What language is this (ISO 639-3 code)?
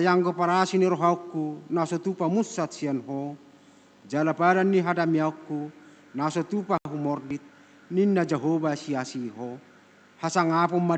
bbc